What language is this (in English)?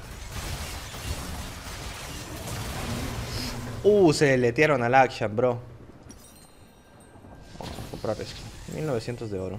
Spanish